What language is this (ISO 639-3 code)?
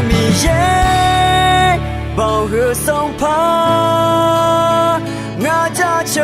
ahk